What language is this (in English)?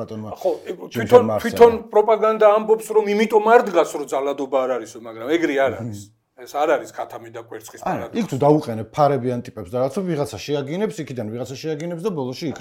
Georgian